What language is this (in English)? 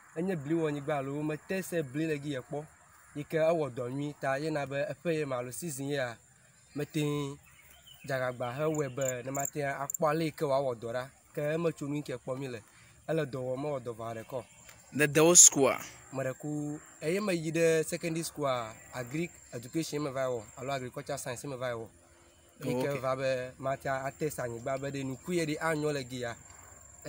Ewe